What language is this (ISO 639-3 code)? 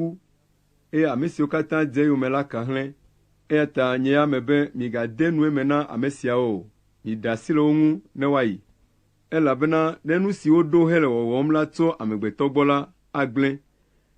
ewe